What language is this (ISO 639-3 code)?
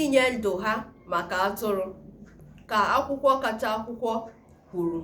ibo